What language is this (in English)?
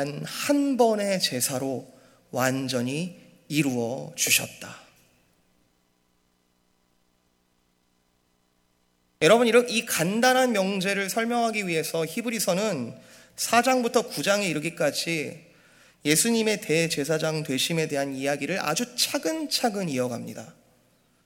Korean